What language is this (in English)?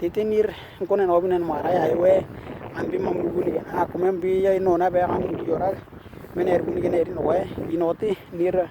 Western Dani